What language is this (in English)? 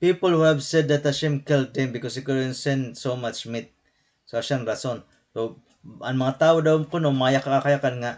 Waray